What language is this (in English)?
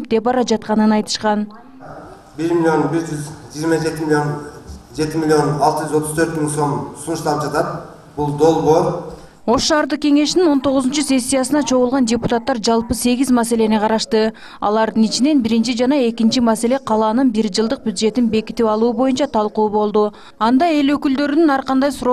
Kyrgyz